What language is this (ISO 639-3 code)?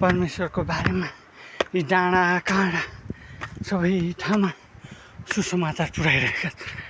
nep